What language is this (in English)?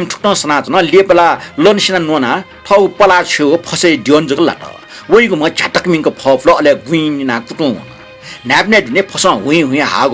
Newari